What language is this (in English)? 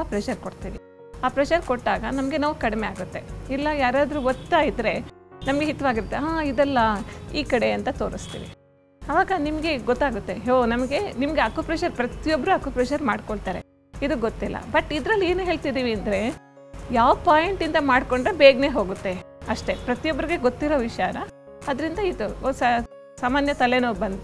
Kannada